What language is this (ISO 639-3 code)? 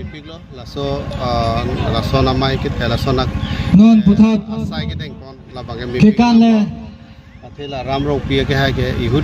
mjw